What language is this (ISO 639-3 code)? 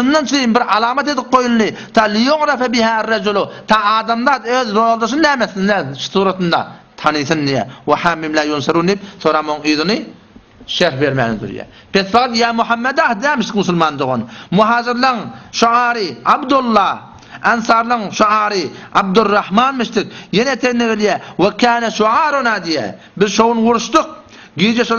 tuk